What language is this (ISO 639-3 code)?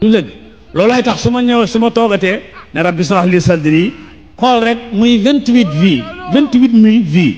wol